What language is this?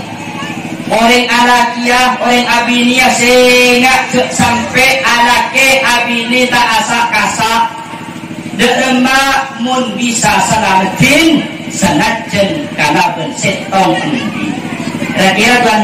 Madurese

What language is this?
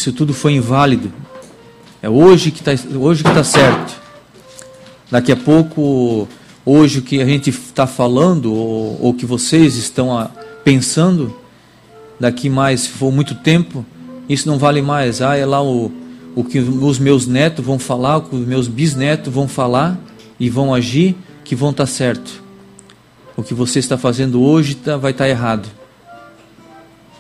Portuguese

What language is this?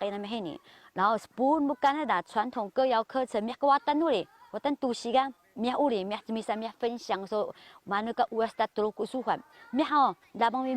Taroko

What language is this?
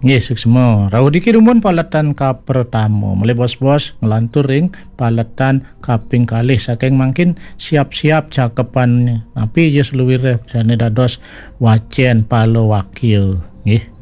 Balinese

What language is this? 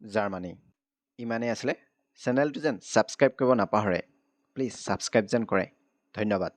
Assamese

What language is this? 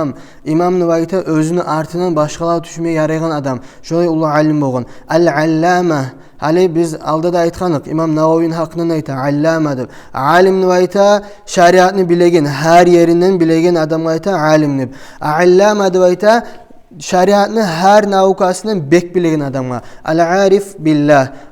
Kumyk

